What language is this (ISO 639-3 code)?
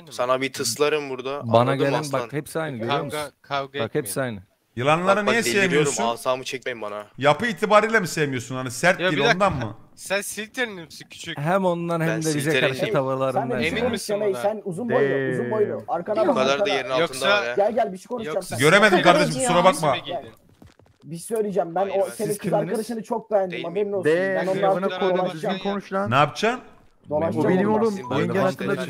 tur